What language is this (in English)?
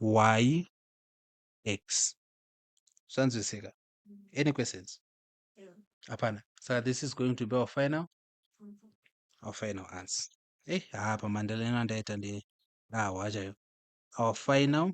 Shona